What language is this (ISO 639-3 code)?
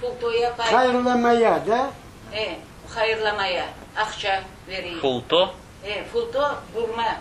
crh